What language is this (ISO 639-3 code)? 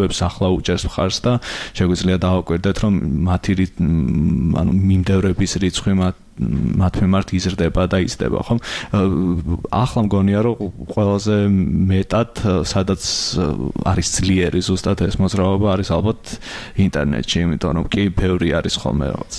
kat